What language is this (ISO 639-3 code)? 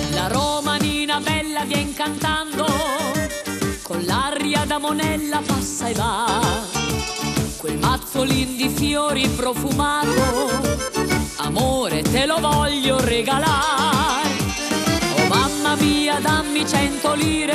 ita